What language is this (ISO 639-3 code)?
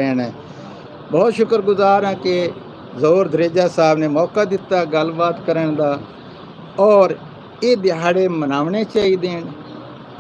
skr